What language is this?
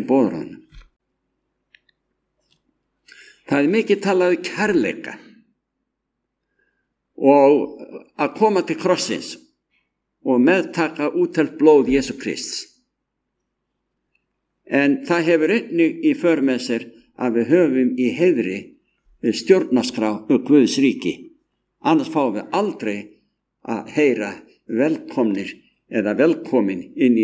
Icelandic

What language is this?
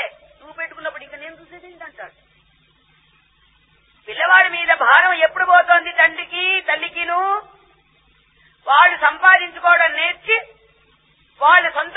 Telugu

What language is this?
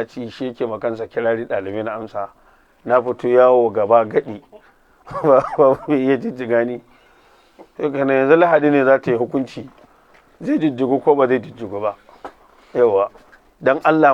Hausa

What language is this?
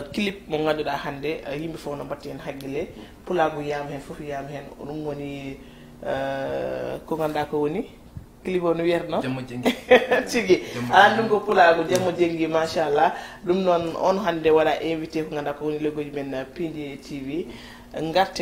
Fula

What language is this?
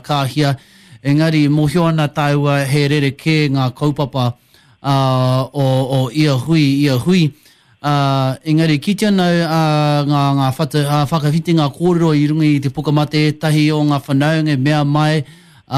Māori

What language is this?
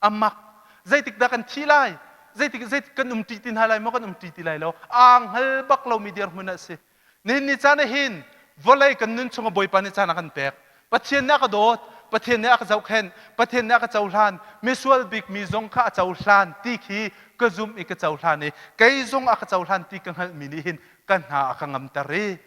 Hakha Chin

